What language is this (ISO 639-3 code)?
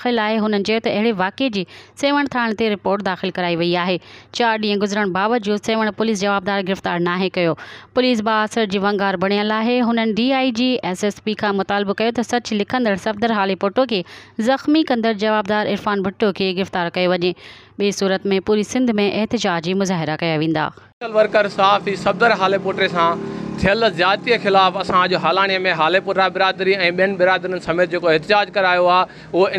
snd